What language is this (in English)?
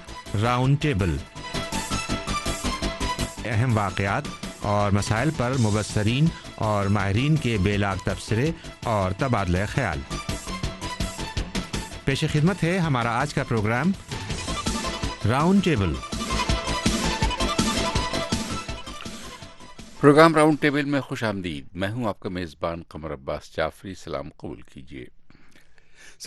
Urdu